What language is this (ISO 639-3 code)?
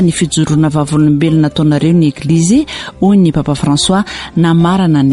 mlg